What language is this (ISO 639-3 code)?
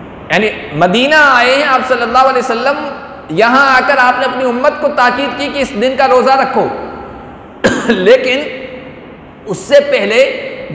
urd